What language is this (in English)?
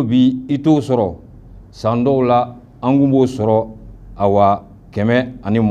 Bambara